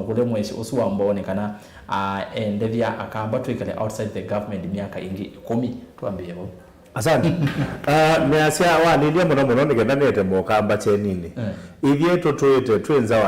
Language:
Kamba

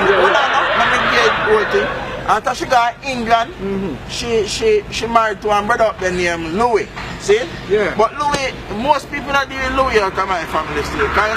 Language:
Jamaican Creole English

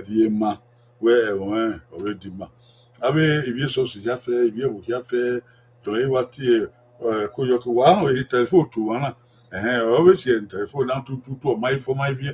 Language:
Bini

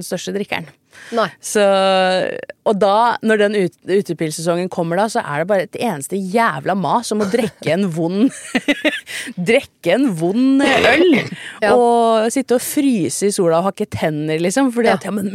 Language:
Norwegian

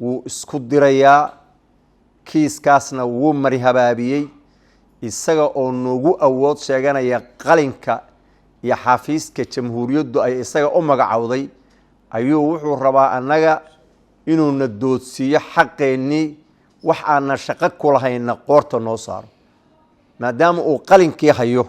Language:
Somali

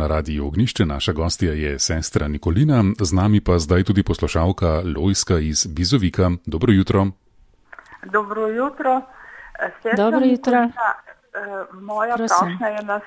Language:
Slovenian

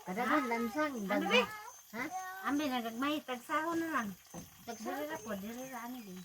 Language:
Cebuano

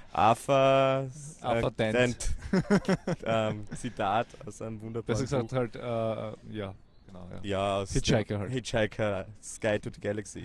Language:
Bavarian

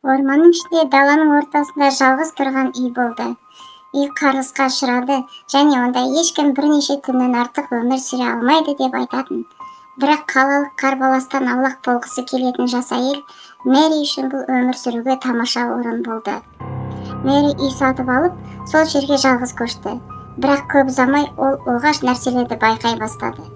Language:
Kazakh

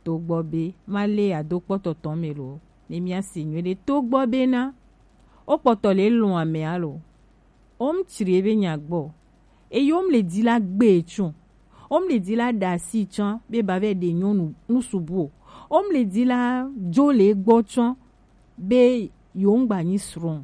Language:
Gen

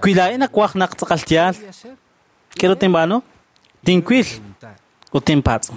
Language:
Kekchí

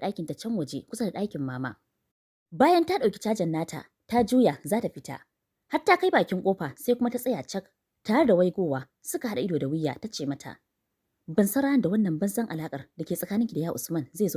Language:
Hausa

